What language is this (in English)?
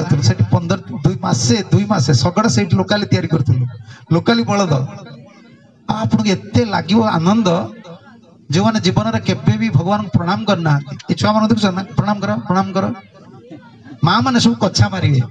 Odia